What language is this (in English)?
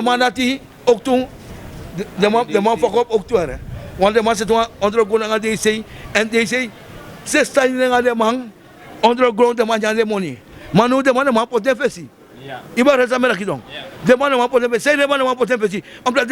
Sranan Tongo